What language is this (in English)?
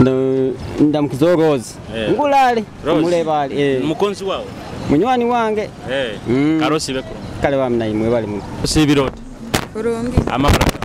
Nyoro